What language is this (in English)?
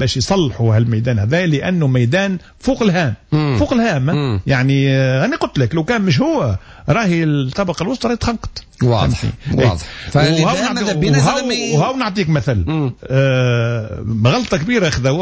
Tunisian Arabic